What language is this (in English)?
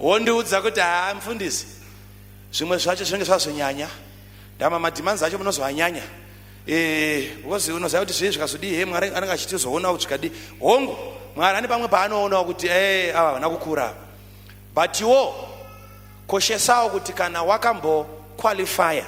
Shona